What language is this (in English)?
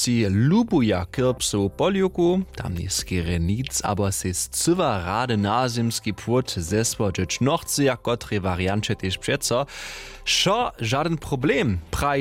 Upper Sorbian